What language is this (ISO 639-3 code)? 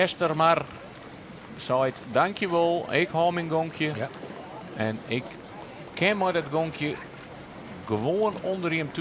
fry